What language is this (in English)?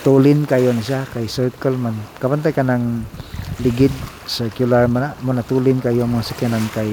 Cebuano